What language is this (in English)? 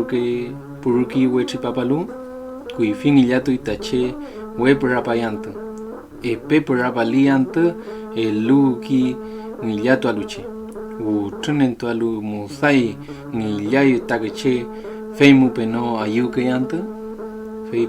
Mapuche